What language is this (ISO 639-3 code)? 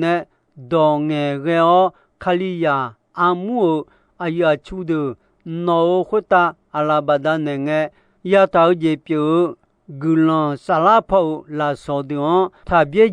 ahk